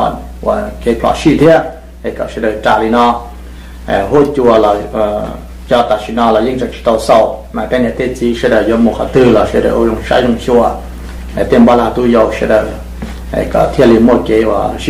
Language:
Hmong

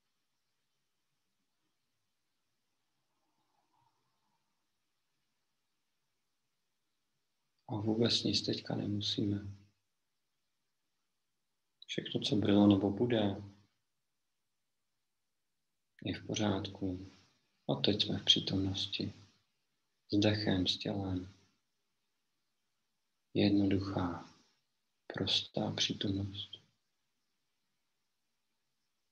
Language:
Czech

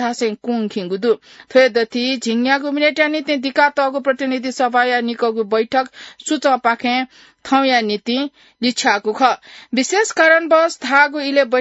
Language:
Newari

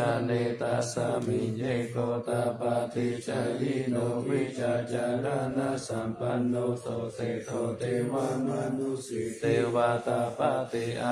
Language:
Pali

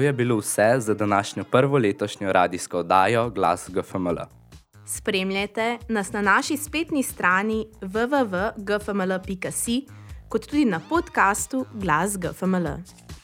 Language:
Slovenian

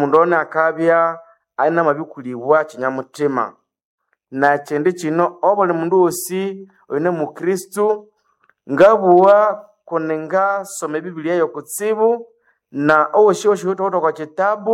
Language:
Nande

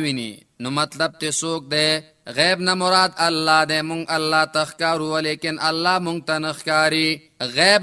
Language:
Pashto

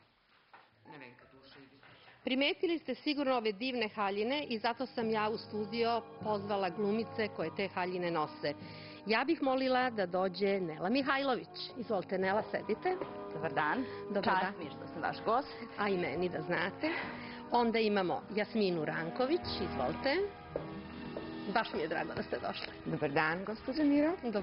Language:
Serbian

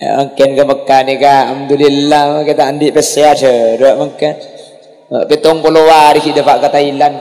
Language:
Madurese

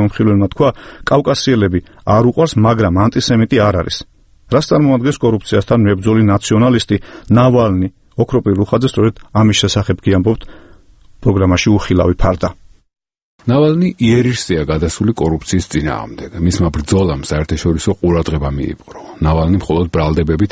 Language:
Georgian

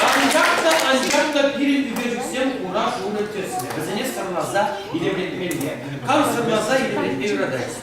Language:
Chuvash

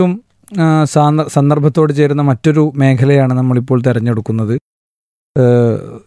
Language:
Malayalam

